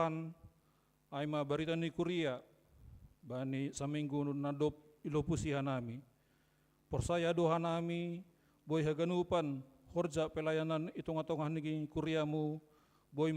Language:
Batak Simalungun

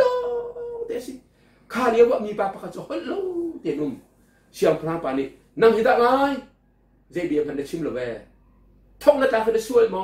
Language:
Hakha Chin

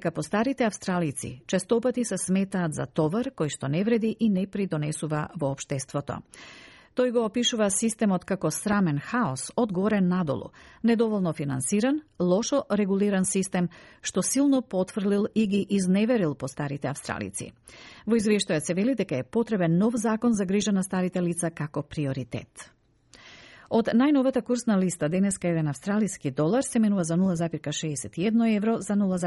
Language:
Macedonian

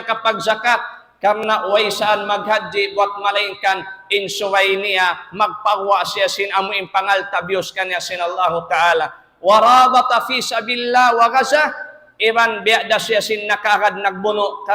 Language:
Tausug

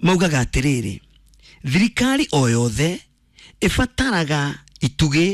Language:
Kikuyu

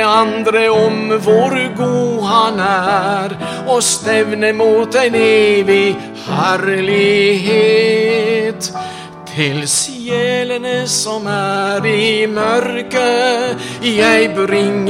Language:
Norwegian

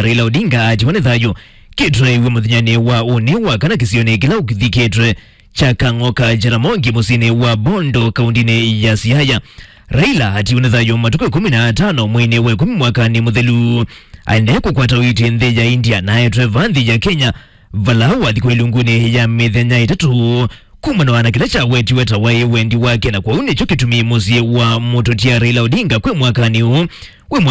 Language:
Kamba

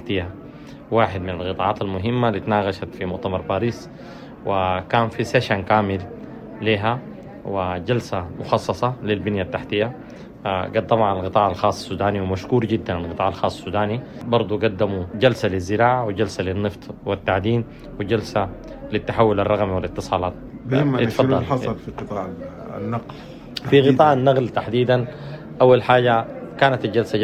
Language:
Sudanese Arabic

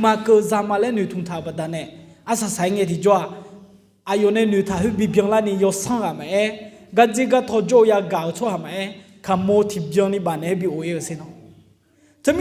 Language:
Akha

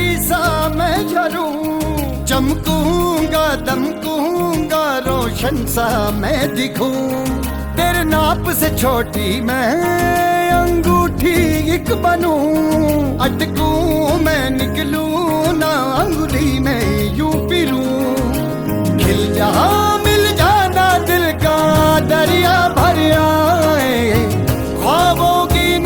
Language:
Hindi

